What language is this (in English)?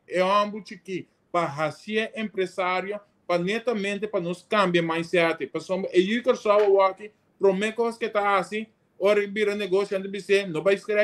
Papiamento